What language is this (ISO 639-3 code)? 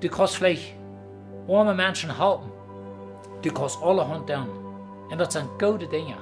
pdt